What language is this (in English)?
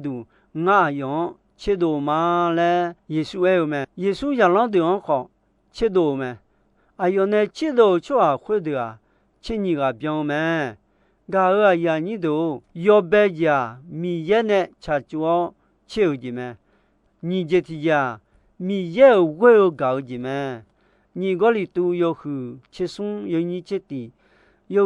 Akha